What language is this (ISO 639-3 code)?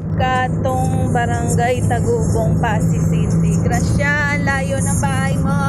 hil